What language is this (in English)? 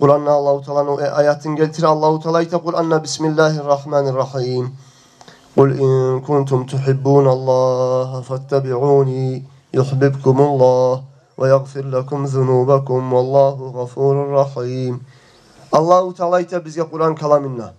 Kumyk